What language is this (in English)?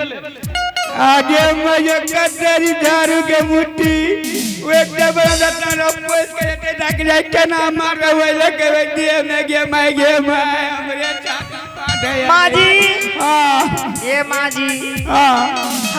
Angika